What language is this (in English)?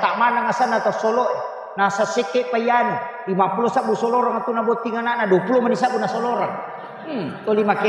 Buginese